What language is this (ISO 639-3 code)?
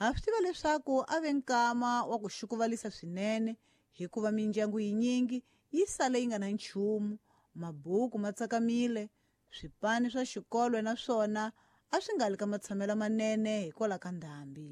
tso